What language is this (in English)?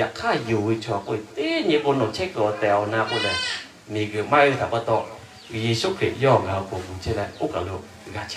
Lahu